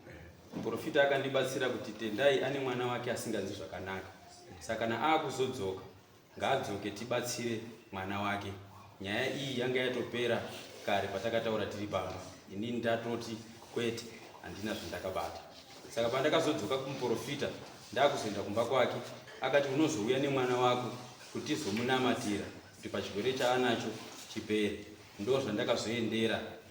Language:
Shona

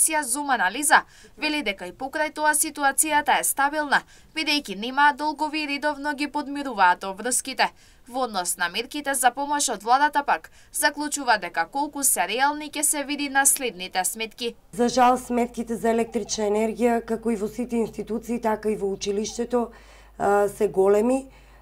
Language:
Macedonian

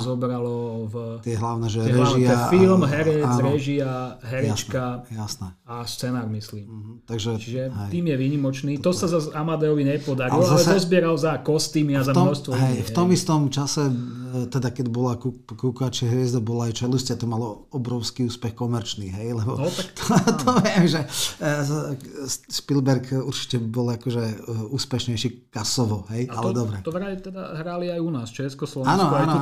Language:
Slovak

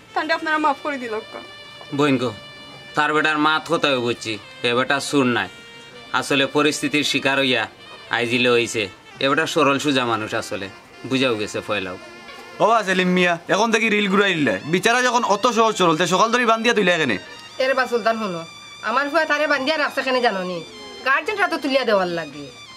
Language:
Sylheti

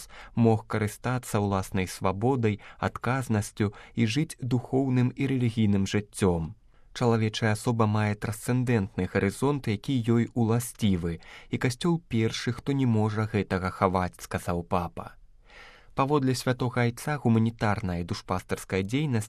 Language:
Belarusian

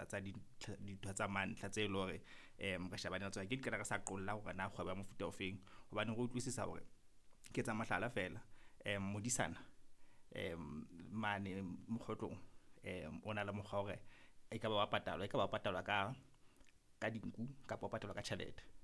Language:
Southern Sotho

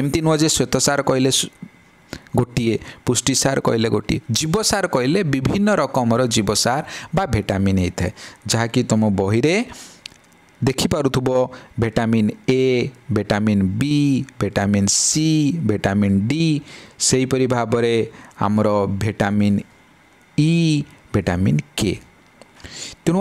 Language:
Odia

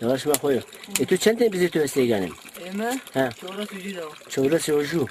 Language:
Zaza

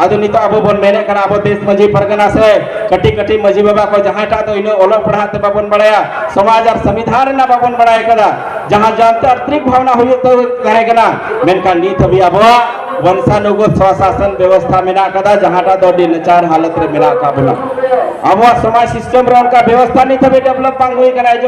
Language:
Santali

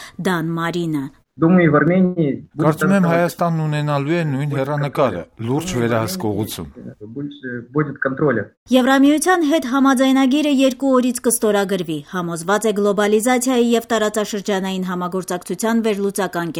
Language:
Armenian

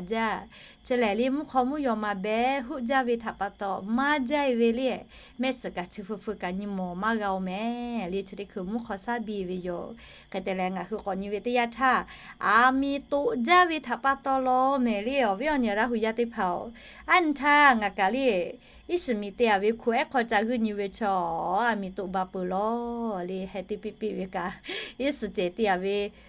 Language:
Lahu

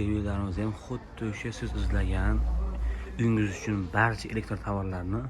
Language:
Uzbek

